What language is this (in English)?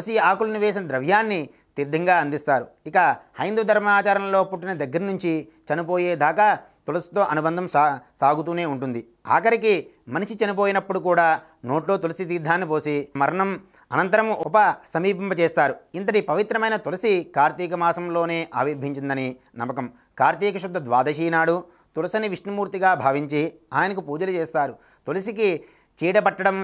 Telugu